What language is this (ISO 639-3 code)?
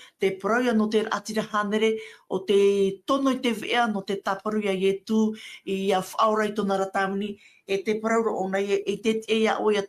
tah